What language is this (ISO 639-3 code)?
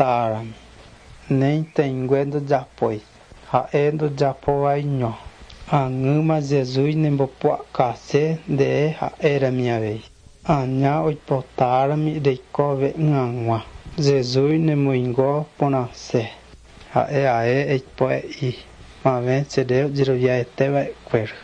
grn